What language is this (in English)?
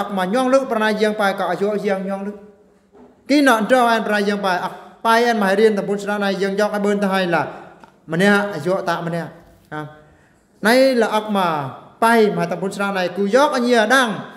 Eastern Bru